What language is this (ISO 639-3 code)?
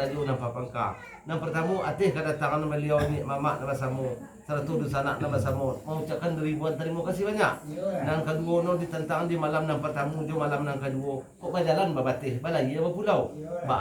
min